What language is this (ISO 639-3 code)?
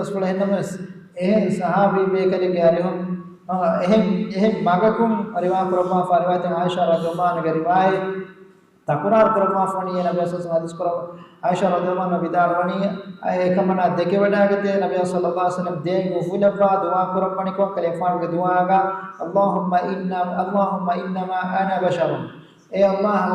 div